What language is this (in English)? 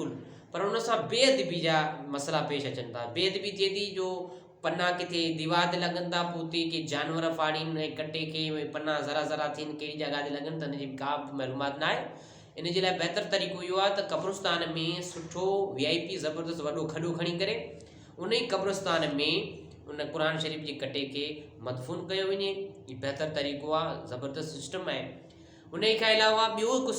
Sindhi